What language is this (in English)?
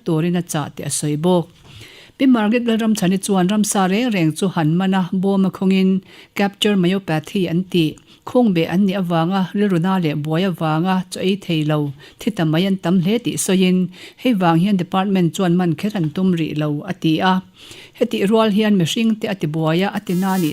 Mizo